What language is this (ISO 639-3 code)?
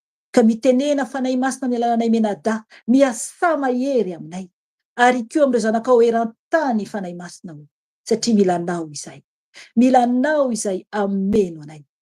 mlg